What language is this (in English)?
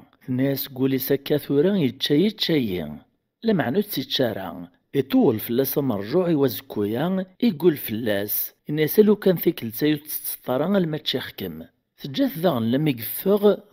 Kabyle